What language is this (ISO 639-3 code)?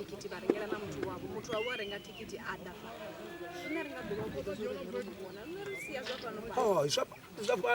ven